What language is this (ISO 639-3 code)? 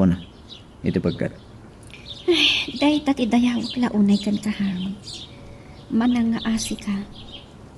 ilo